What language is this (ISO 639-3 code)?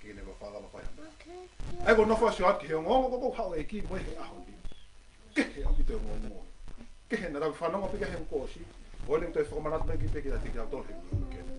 ton